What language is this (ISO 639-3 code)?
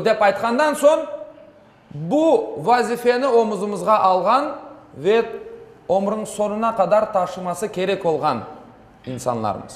crh